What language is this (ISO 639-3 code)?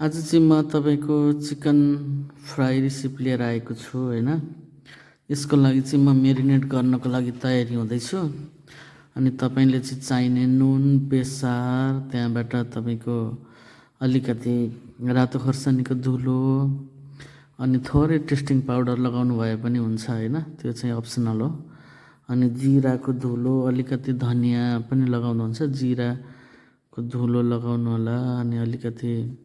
nep